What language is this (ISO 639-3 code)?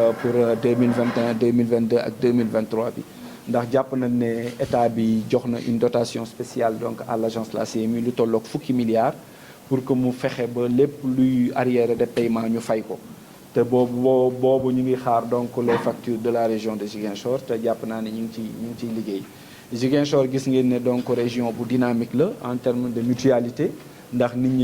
wol